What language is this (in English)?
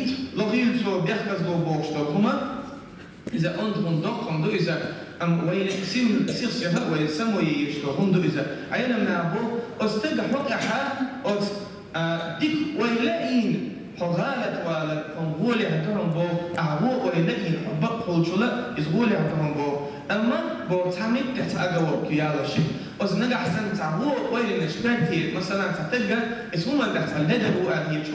Chechen